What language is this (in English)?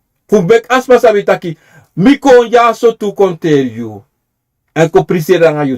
Sranan Tongo